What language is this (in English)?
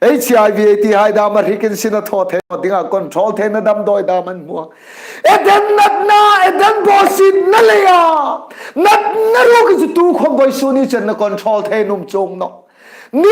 Hmar